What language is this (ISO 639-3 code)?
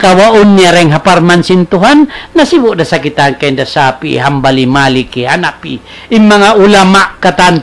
tsg